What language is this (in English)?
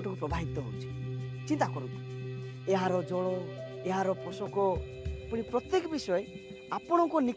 Odia